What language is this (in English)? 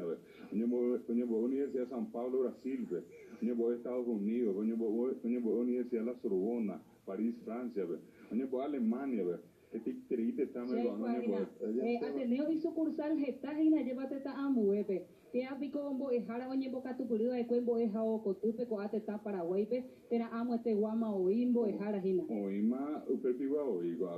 Guarani